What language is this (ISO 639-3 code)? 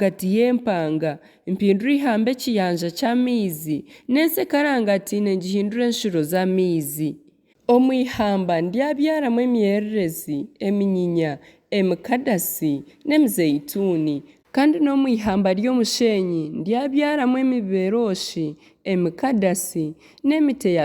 nyn